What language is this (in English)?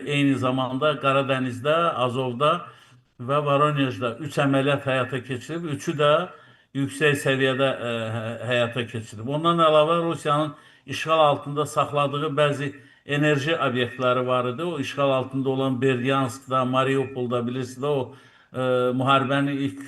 Azerbaijani